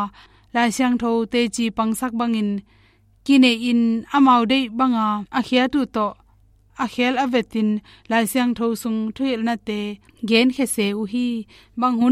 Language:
Tedim Chin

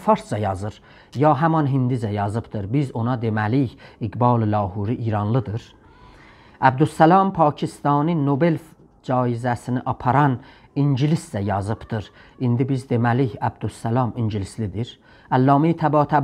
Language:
South Azerbaijani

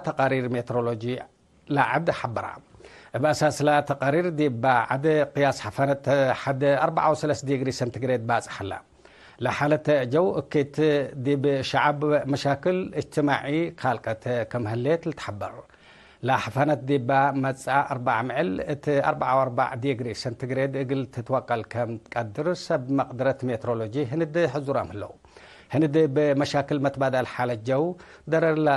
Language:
Tigre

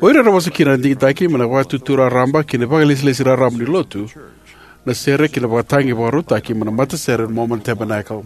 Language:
Fijian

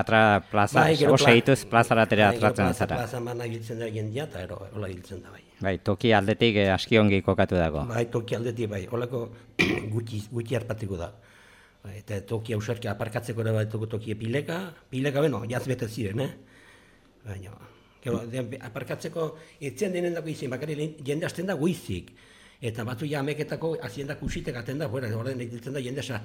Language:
Basque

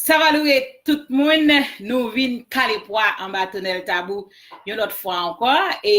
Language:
Haitian Creole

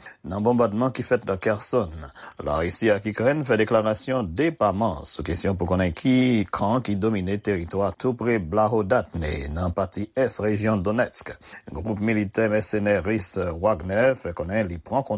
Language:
Haitian Creole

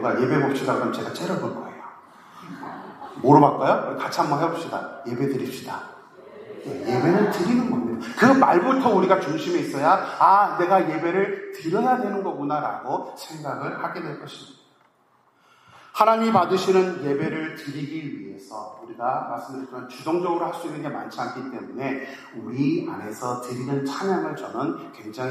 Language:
Korean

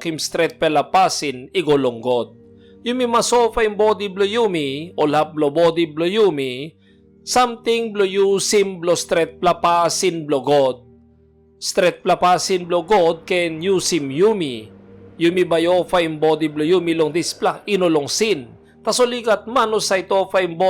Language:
Tok Pisin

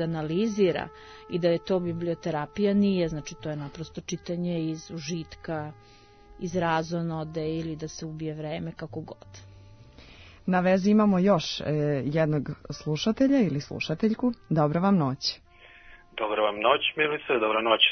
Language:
Serbian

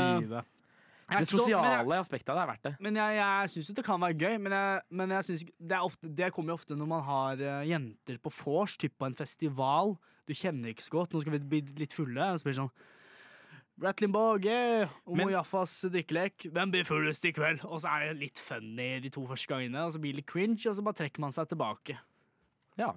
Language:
Norwegian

